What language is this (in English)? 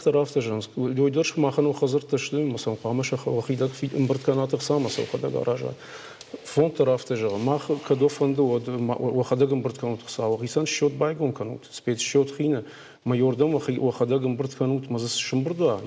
Ossetic